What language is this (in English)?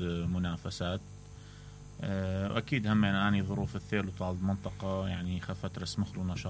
Mesopotamian Arabic